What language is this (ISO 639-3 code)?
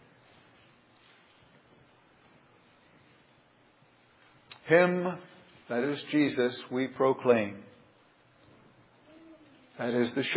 eng